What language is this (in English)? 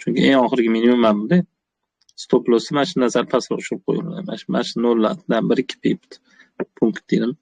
Uzbek